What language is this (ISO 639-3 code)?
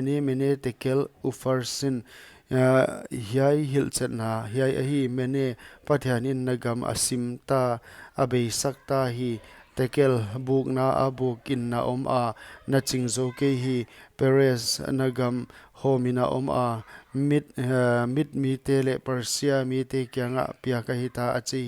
pck